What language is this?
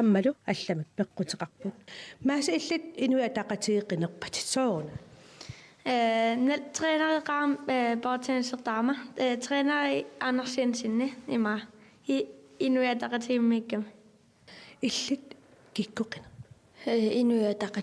Kalaallisut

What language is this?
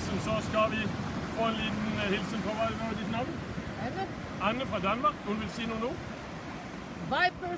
Norwegian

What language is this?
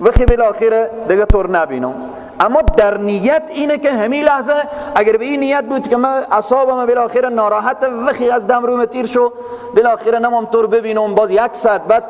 Persian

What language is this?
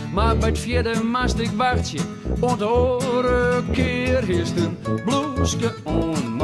Western Frisian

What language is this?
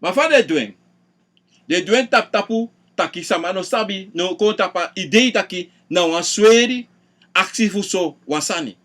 Sranan Tongo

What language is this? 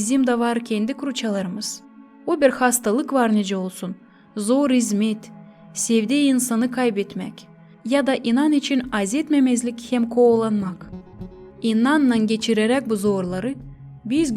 Gagauz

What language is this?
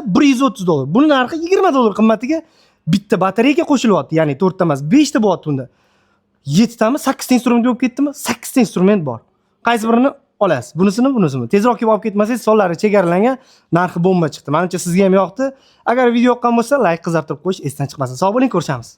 Uzbek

